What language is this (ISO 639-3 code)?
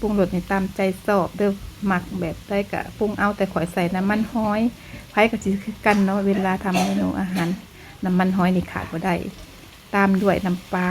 lao